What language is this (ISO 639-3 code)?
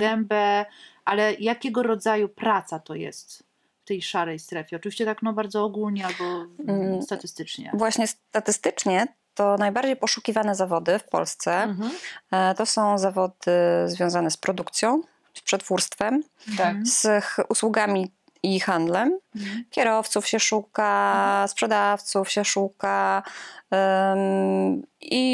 pol